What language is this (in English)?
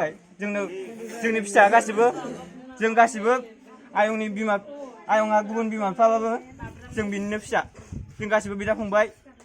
Bodo